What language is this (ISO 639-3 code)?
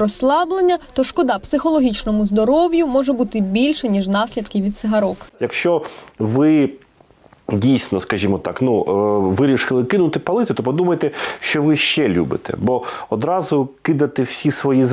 ukr